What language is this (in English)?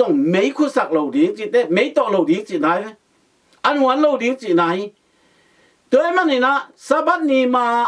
Tedim Chin